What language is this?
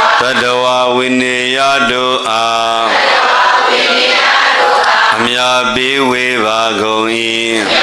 Burmese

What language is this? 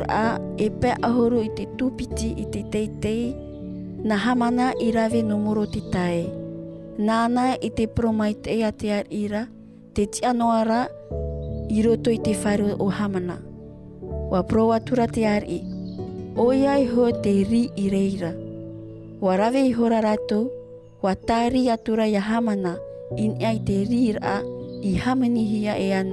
Tahitian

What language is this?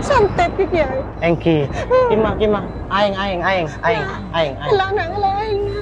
Madurese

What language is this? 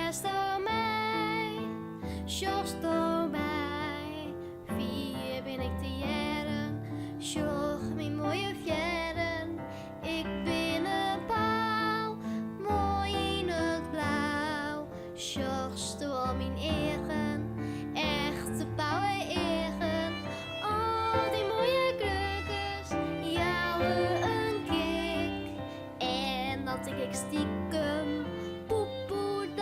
Western Frisian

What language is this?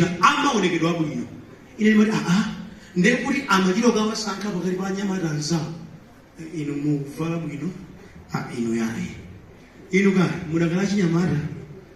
Nyanja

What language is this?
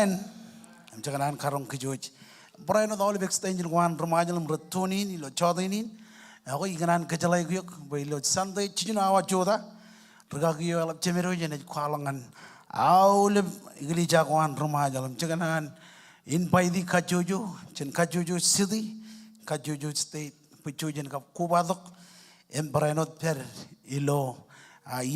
Marshallese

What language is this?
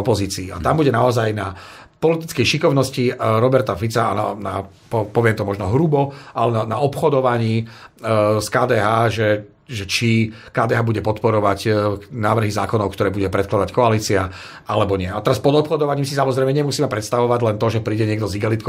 Slovak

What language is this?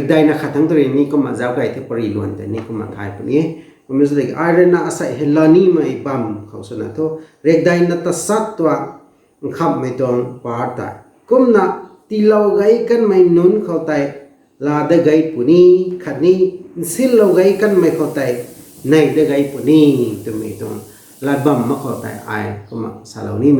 Rongmei Naga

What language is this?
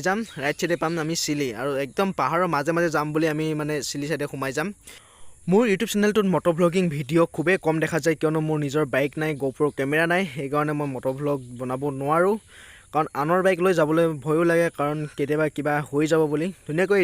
Assamese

